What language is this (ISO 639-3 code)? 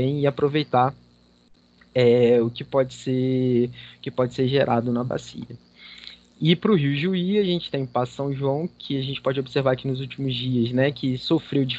por